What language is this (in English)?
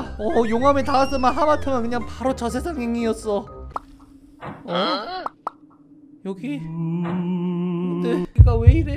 Korean